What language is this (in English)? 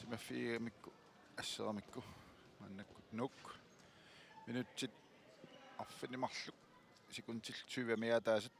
Kalaallisut